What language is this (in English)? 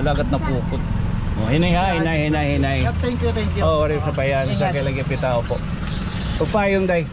Waray